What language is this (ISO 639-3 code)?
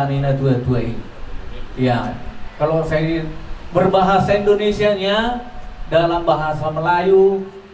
bbc